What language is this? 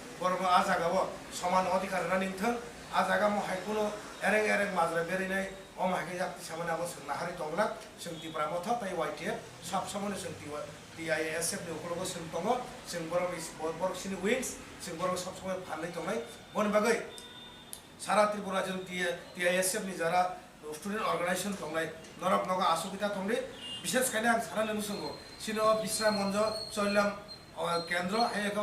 Kok Borok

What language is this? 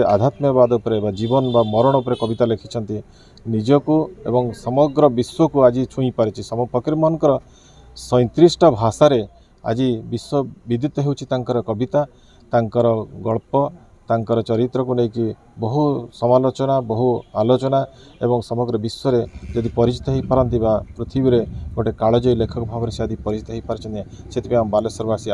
Odia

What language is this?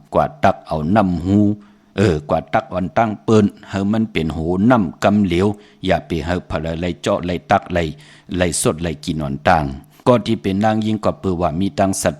Shan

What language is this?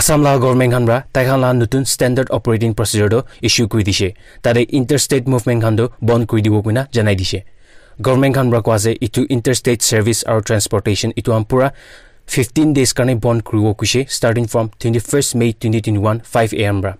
Naga Pidgin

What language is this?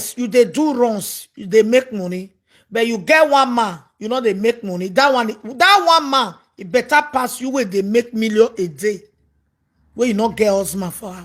Nigerian Pidgin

